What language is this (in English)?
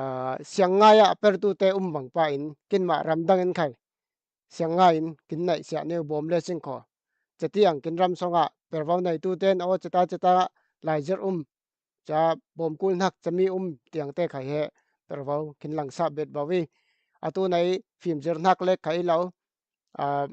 Falam Chin